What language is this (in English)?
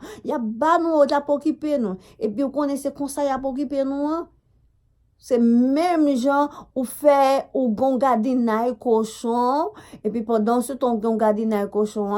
Haitian Creole